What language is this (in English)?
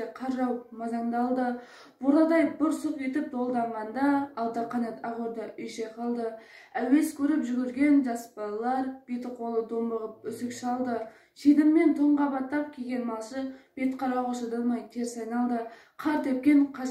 Kazakh